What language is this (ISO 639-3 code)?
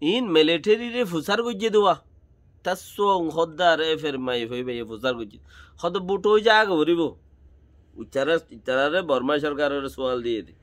rhg